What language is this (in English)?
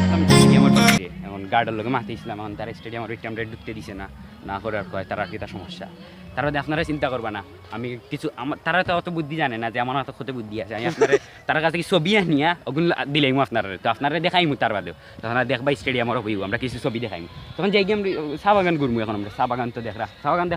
Sylheti